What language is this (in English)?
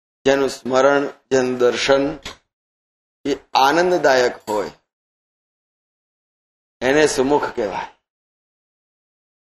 Gujarati